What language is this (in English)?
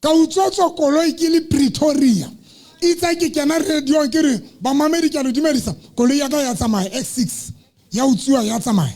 Southern Sotho